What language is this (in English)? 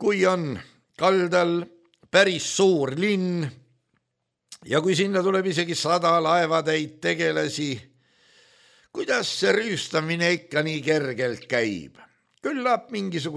Estonian